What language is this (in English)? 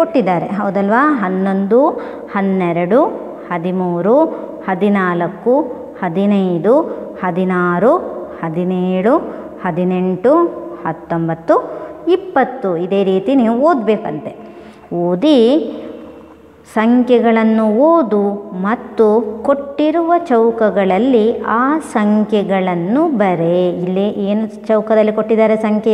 Kannada